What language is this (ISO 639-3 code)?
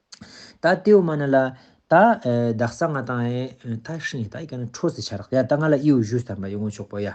lbj